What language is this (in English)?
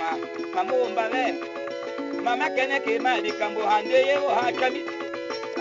Tetela